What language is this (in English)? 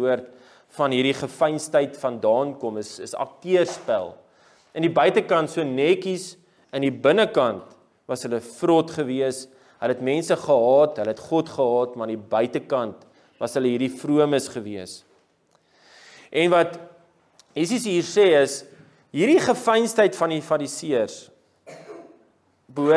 Afrikaans